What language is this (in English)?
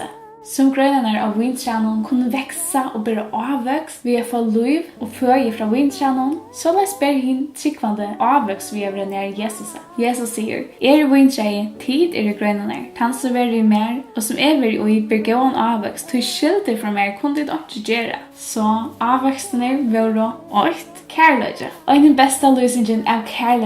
Faroese